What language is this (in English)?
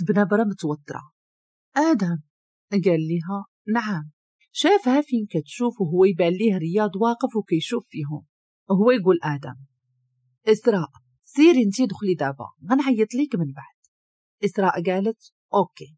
Moroccan Arabic